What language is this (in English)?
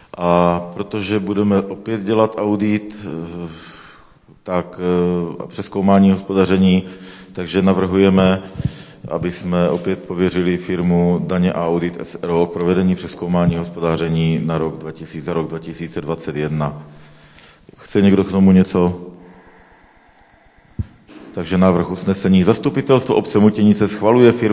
Czech